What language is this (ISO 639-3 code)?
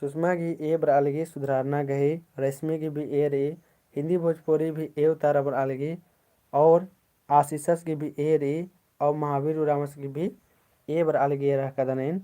kru